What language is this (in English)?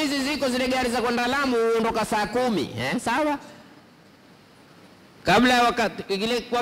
Swahili